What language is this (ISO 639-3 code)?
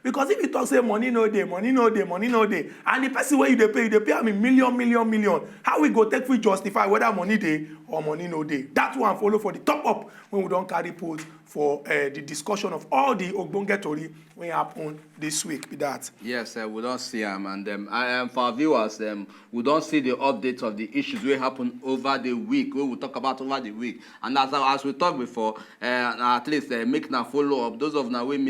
pcm